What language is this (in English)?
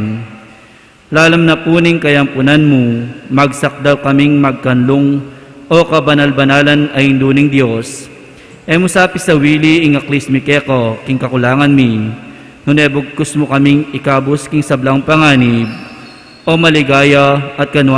Pampanga